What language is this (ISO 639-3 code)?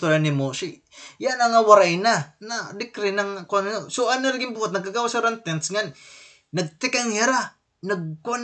war